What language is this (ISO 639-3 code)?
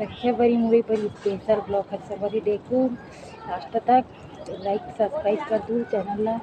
hne